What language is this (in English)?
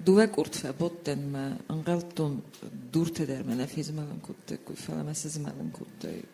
Ossetic